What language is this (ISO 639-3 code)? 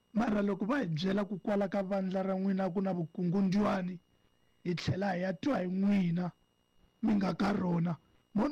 tso